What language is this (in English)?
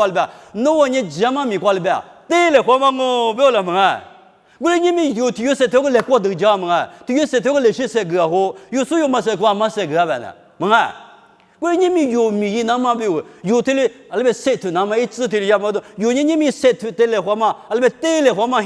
Lisu